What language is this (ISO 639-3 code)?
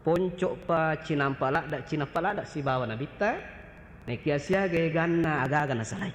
bug